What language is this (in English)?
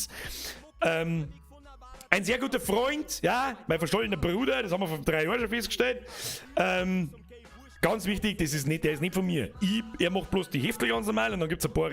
Bavarian